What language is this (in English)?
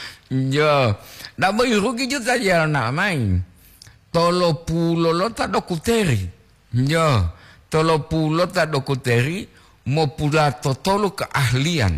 Gorontalo